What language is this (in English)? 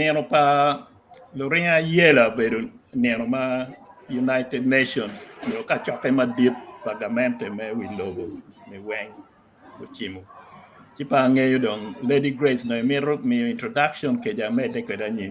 Acoli